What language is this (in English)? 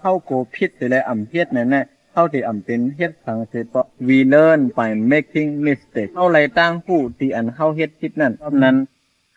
Shan